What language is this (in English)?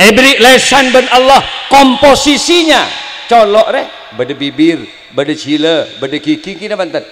Madurese